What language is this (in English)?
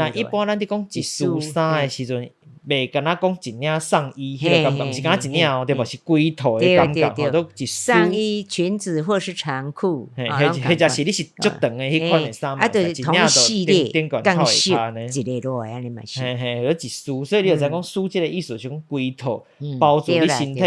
Min Nan Chinese